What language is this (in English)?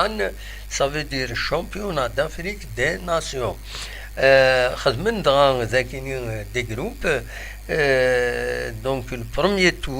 Kabyle